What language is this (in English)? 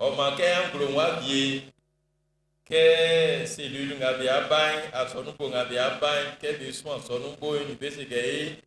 Baoulé